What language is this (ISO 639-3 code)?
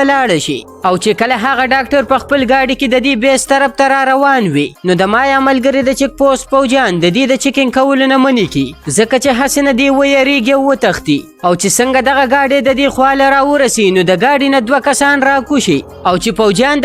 pus